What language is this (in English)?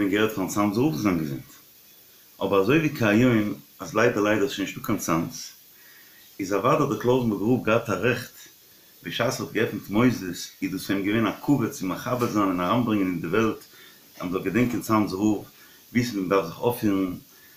Yiddish